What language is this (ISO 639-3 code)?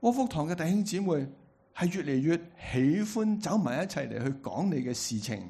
yue